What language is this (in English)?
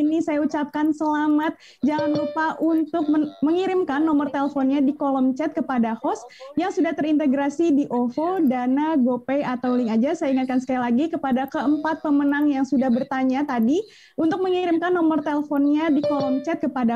Indonesian